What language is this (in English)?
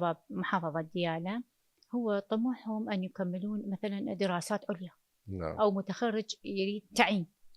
Mesopotamian Arabic